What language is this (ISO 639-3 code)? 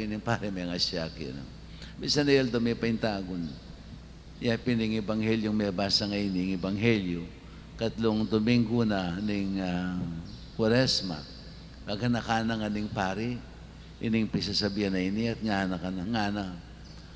pam